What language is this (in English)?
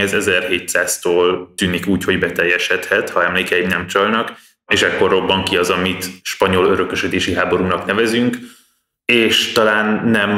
Hungarian